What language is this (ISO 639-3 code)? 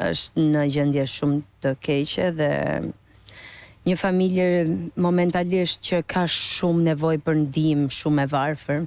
sqi